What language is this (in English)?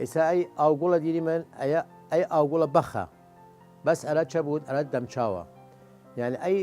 Southern Kurdish